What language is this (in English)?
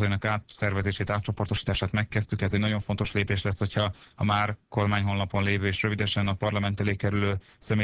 Hungarian